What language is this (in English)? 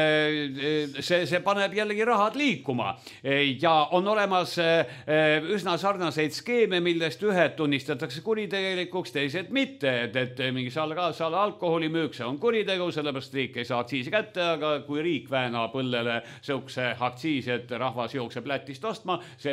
Estonian